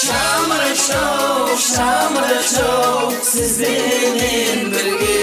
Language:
Kara-Kalpak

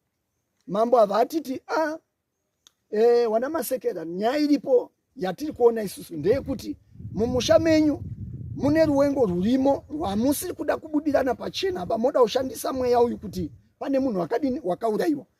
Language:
Shona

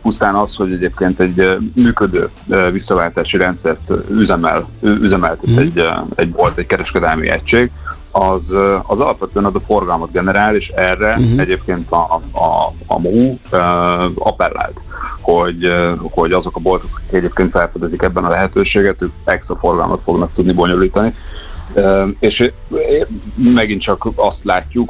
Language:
Hungarian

